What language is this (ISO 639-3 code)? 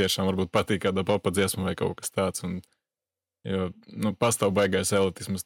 lav